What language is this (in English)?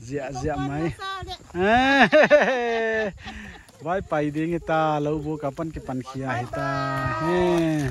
Paite Chin